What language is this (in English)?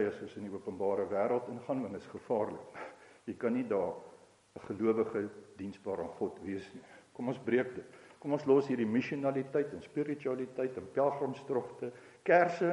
Afrikaans